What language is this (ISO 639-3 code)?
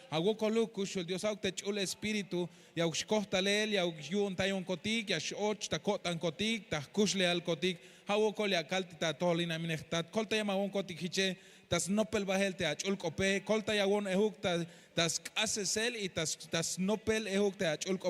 tzh